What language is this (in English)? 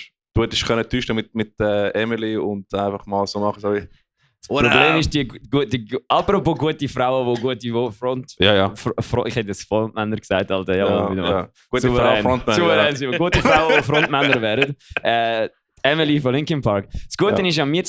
Swiss German